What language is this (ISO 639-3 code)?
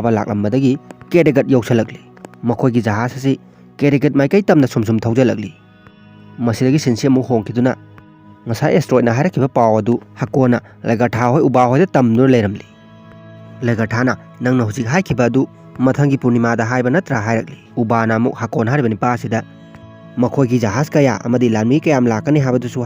mni